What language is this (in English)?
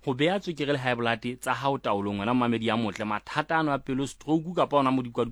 Southern Sotho